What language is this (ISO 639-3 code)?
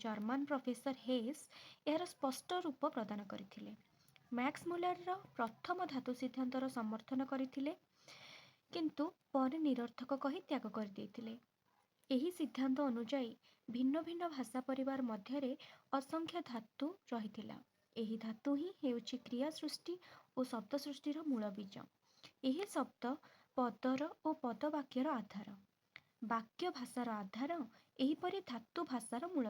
ori